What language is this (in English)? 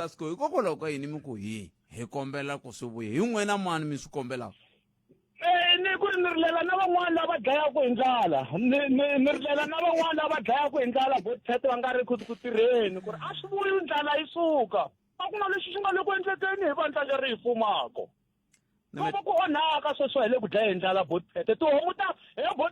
Tsonga